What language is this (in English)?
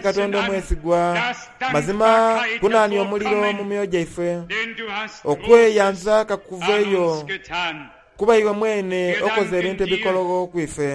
Soga